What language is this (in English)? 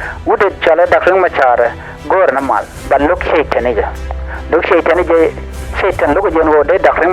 Nuer